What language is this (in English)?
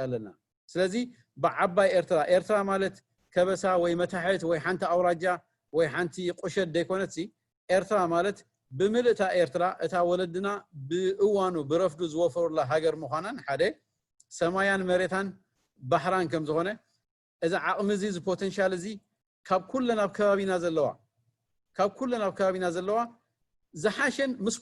Tigrinya